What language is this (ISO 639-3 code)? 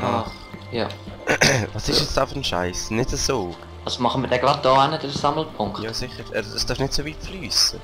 gsw